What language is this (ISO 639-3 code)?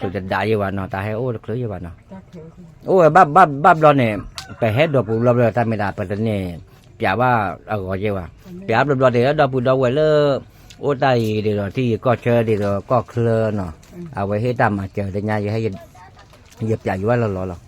ksw